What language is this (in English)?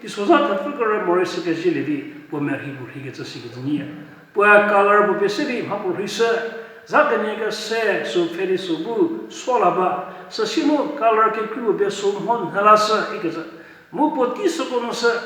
Angami Naga